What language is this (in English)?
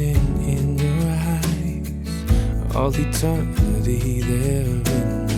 Mizo